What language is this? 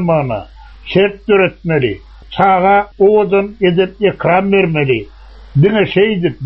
Turkmen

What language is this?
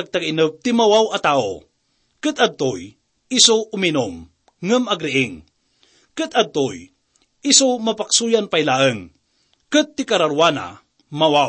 Iloko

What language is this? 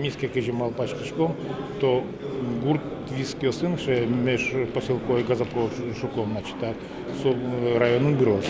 Udmurt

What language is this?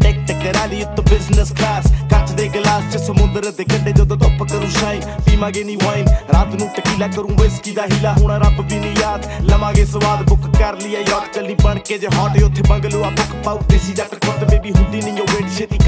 Punjabi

